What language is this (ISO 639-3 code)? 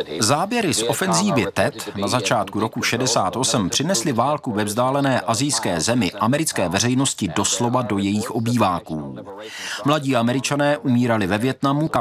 ces